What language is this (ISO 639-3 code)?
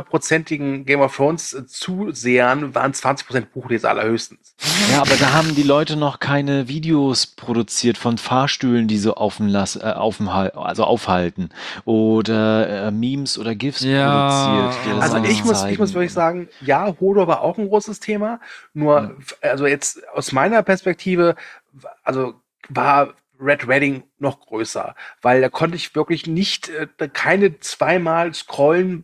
deu